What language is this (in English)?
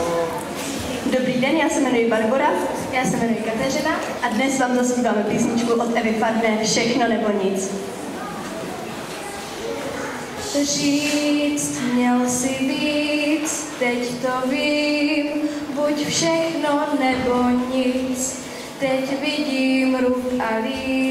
Czech